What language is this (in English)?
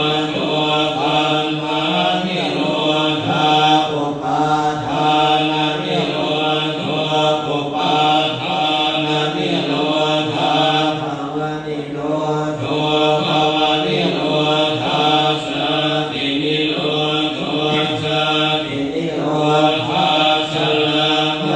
Pali